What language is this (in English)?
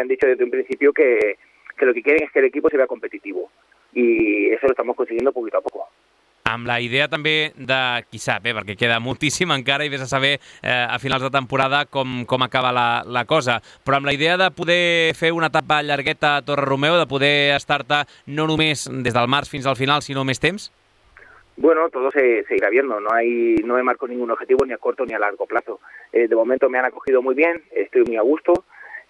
Catalan